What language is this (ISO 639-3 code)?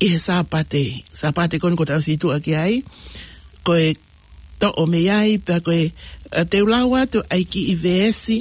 ton